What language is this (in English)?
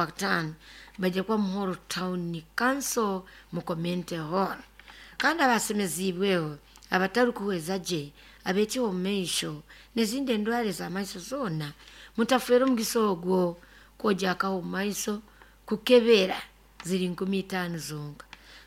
Nyoro